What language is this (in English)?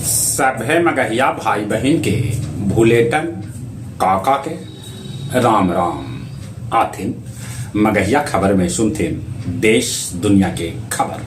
Magahi